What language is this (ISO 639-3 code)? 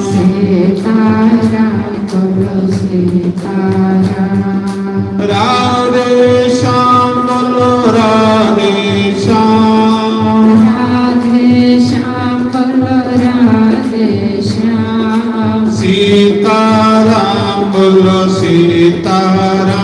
doi